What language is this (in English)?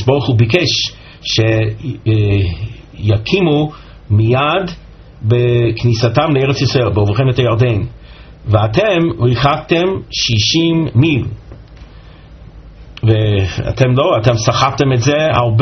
Hebrew